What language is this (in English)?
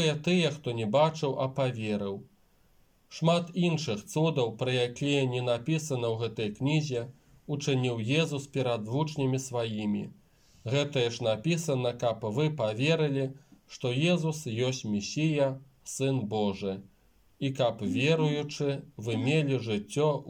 Belarusian